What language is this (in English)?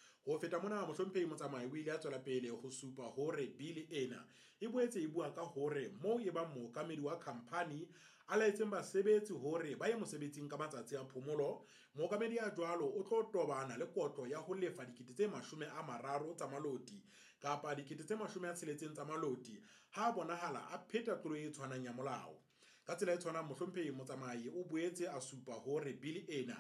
Southern Sotho